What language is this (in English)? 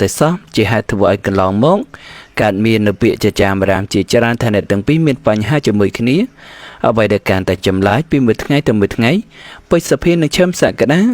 Khmer